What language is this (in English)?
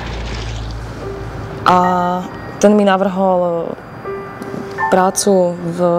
Slovak